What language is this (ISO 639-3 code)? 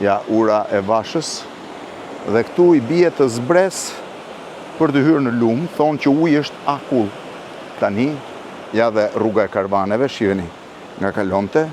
sqi